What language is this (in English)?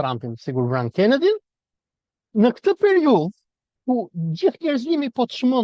Albanian